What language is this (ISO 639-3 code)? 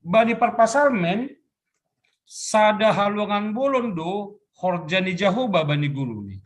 bts